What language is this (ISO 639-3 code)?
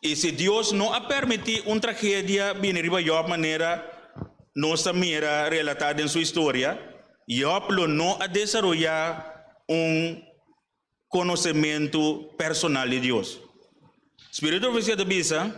pap